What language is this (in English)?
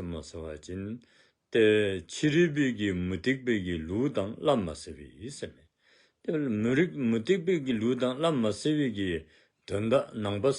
Dzongkha